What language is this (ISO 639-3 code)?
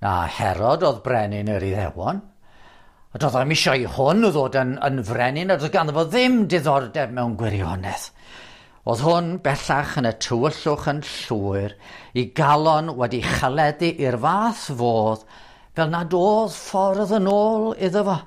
cym